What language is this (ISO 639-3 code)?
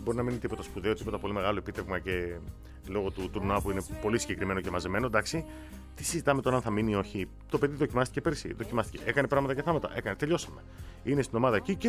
ell